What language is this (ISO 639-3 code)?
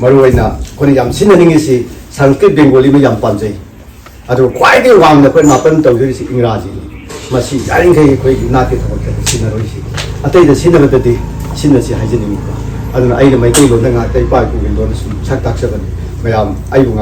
mni